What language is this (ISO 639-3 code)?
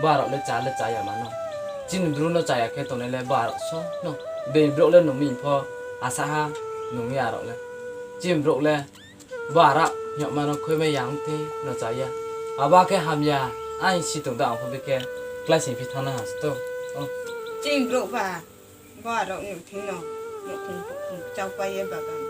ria